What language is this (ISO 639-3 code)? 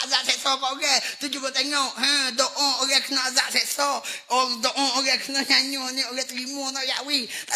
mfa